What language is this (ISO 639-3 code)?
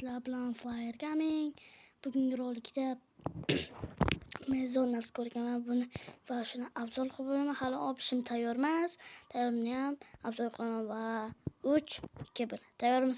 uzb